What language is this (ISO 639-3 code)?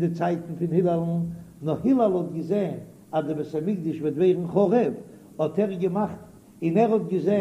yid